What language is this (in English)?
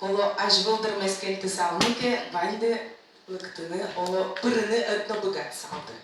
Udmurt